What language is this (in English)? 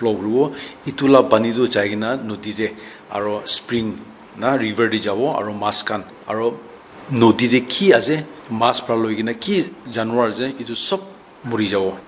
Naga Pidgin